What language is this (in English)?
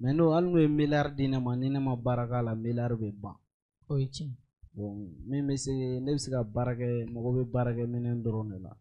Bambara